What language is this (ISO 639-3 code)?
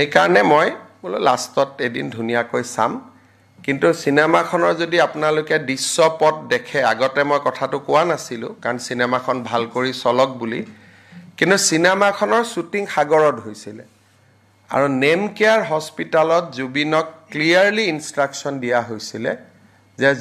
asm